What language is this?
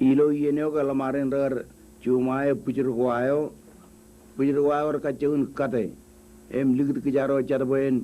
Marshallese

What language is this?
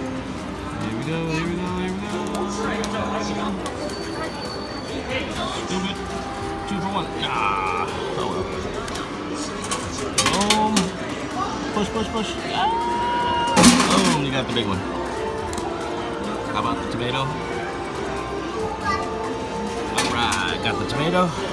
English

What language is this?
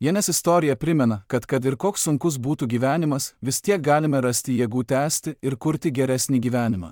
Lithuanian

